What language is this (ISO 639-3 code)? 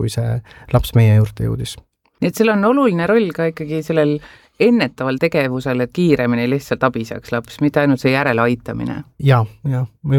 est